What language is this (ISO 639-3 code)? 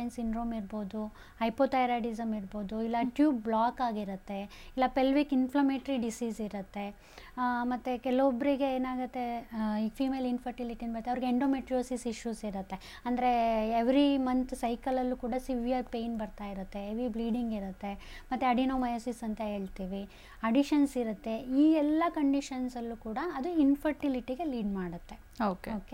kan